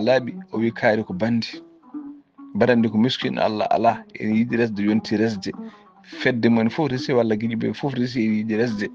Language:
Fula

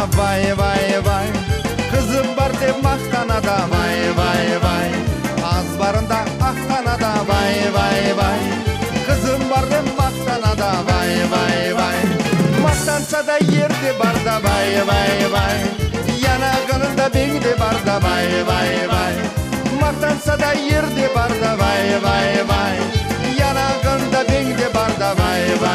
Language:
Crimean Tatar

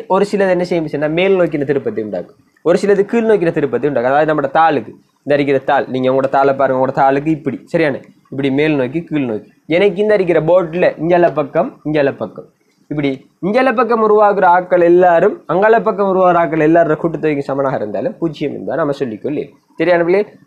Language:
Tamil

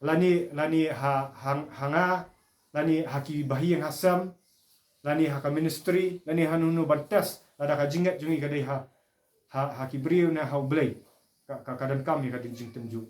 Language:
Khasi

